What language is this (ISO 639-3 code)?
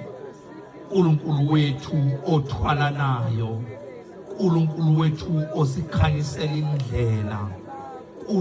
zul